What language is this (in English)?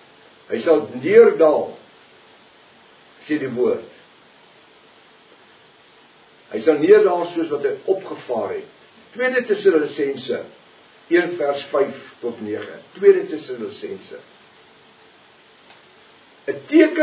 Afrikaans